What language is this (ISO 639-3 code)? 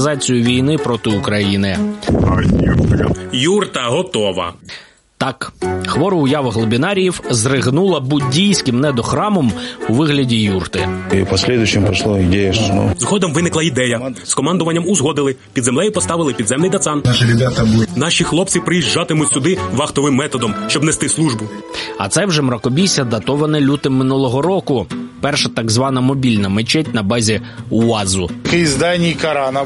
ukr